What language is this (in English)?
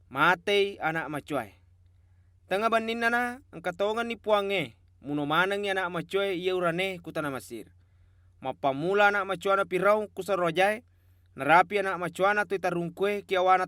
Buginese